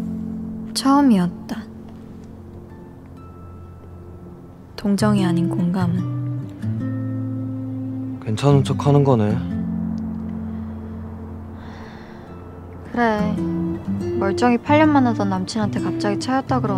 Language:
Korean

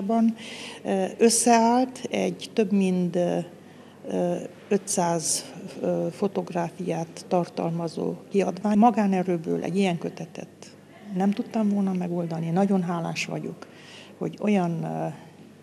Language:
Hungarian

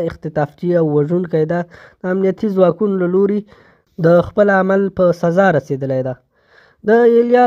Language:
Pashto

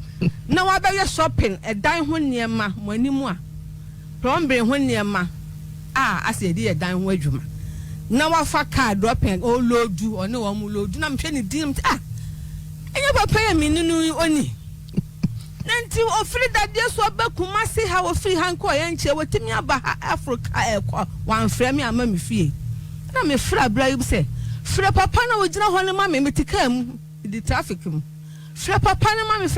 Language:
Akan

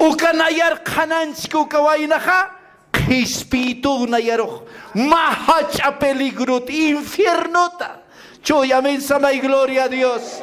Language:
Aymara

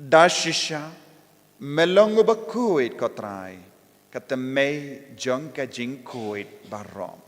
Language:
Khasi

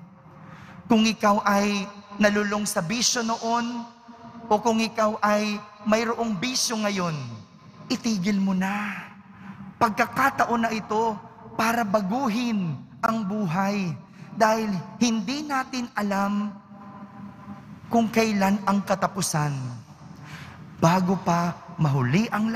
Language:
Filipino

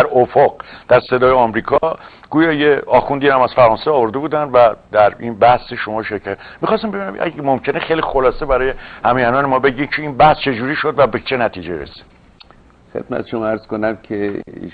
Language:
Persian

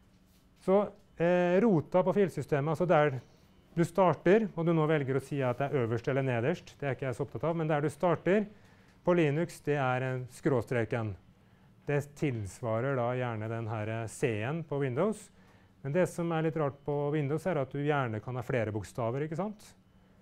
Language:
Norwegian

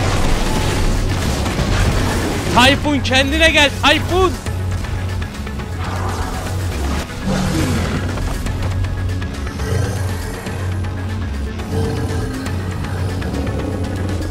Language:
Turkish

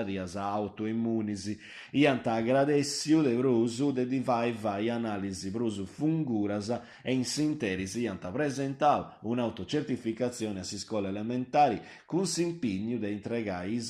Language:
Sardinian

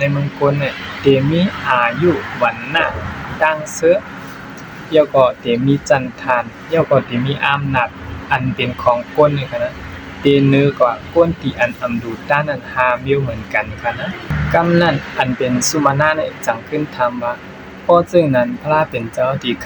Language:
Shan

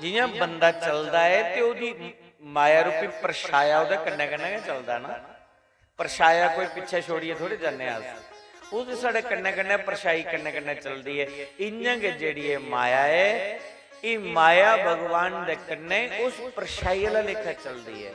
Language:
Dogri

